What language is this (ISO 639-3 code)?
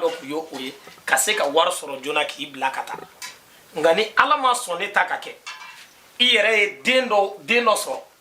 bam